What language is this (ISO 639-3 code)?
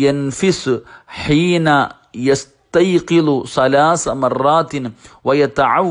mal